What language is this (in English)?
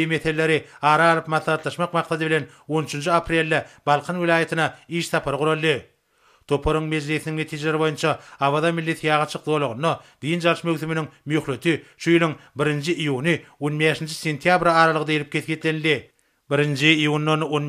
Turkmen